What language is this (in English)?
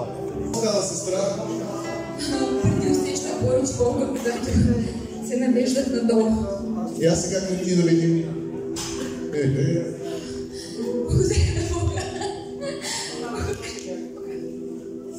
Bulgarian